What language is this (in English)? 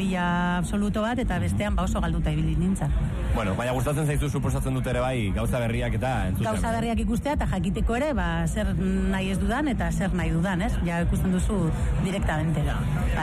Basque